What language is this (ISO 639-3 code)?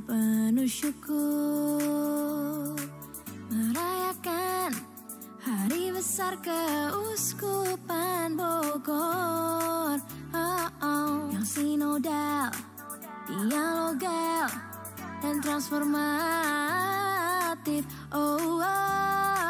ind